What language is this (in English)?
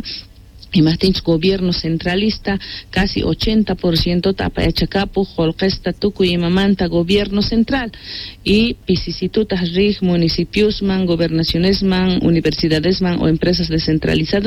South Bolivian Quechua